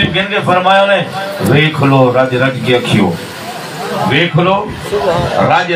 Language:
Saraiki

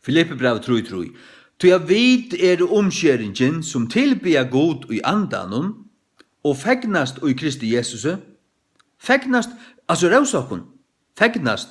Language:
Faroese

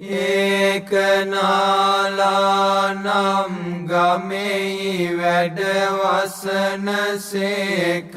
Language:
Sinhala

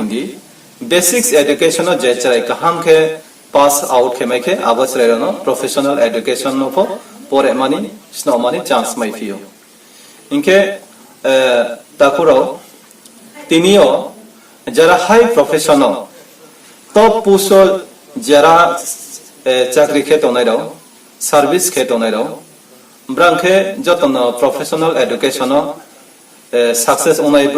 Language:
Riang (India)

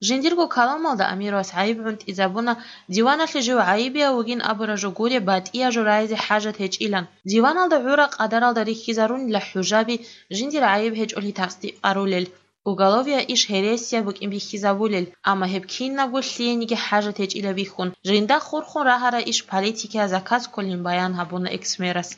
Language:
Avaric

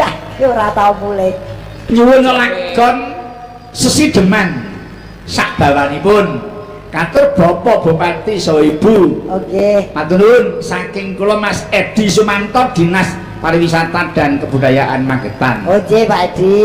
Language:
Javanese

